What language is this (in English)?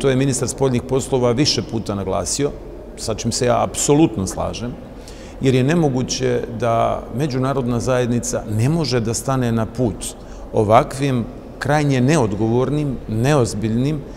Serbian